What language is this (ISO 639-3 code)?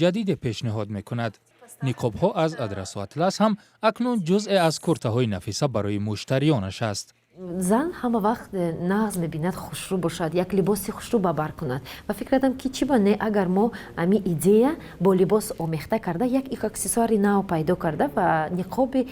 tgk